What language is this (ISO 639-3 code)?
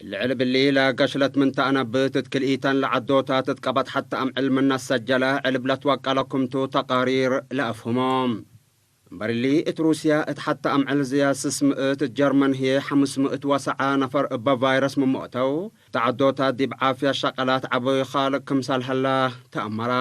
tig